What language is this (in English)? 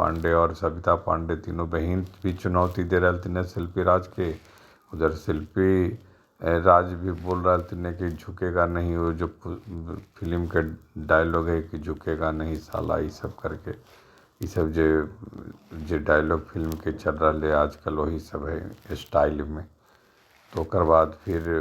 Magahi